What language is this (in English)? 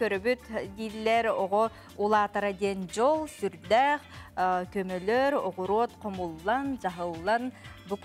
Yakut